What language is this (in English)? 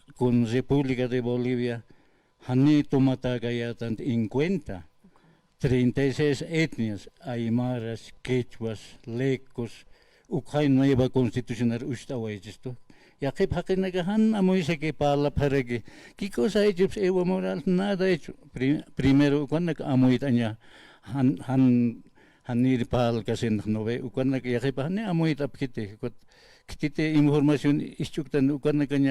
Aymara